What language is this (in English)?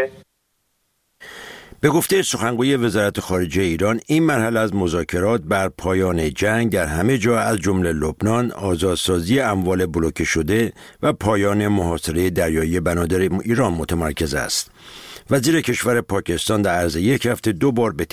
Persian